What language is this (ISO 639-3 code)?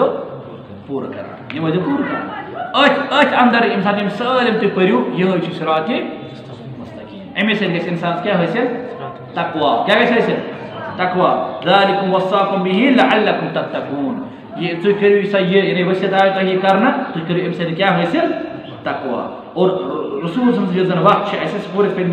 kas